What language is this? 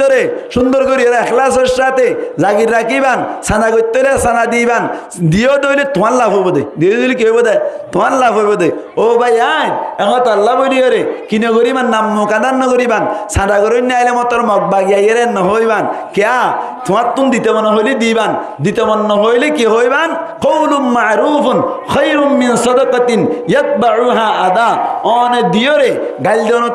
Rohingya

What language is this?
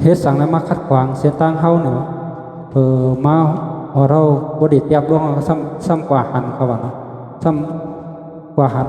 Shan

